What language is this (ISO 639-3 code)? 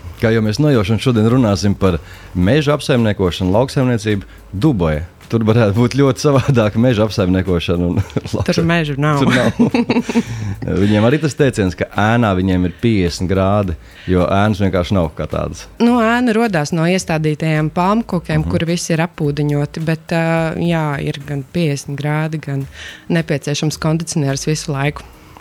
lav